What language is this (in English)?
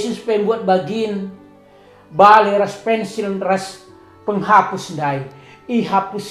Batak Karo